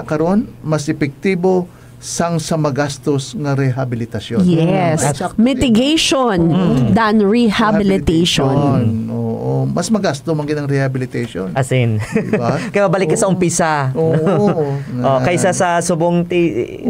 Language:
Hiligaynon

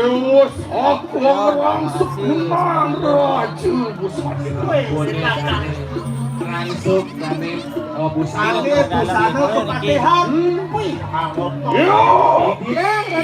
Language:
Balinese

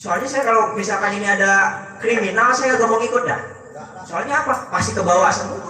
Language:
Betawi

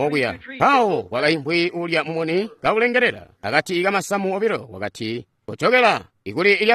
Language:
Tonga (Zambia)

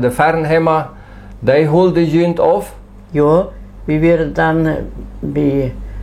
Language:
Plautdietsch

